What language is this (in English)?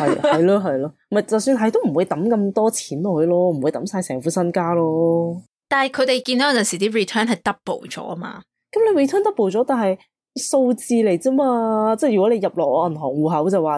Cantonese